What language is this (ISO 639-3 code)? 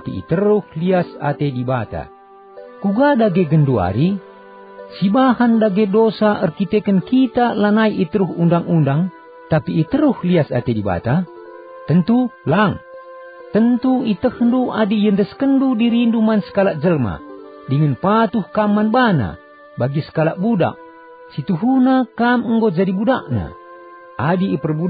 btx